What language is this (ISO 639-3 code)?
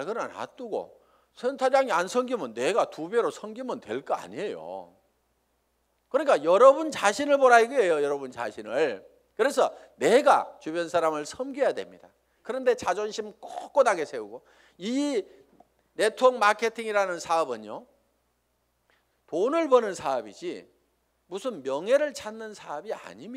kor